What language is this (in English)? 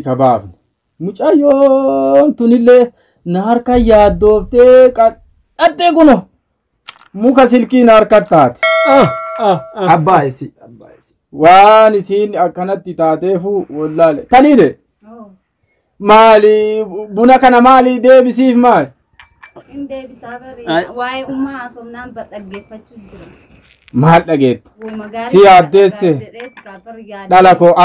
Oromo